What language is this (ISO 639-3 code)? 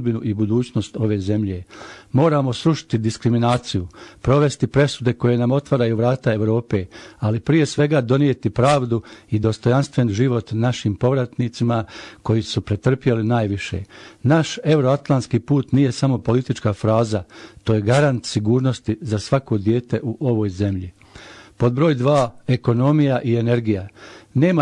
bos